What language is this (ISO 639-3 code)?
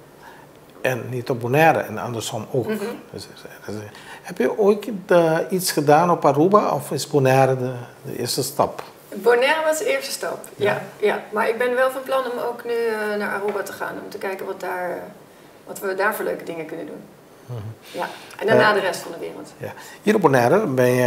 nld